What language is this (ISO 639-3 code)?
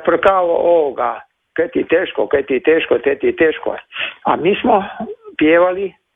hrv